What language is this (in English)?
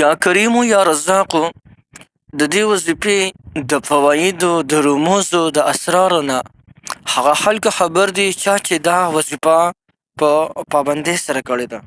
Pashto